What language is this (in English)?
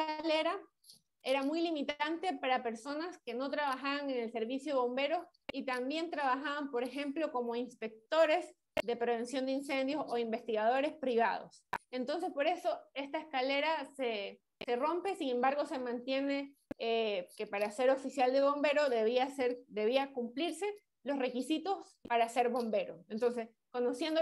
Spanish